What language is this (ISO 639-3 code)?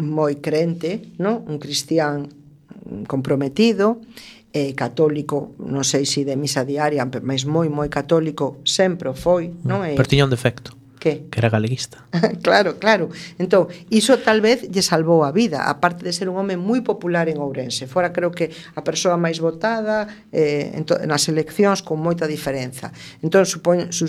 glg